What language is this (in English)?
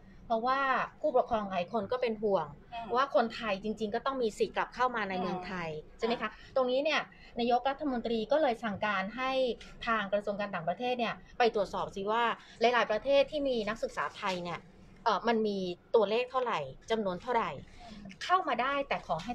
Thai